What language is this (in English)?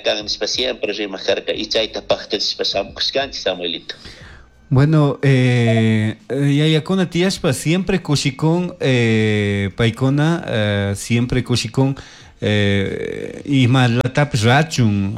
Chimborazo Highland Quichua